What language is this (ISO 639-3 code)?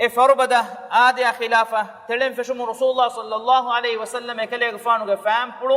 div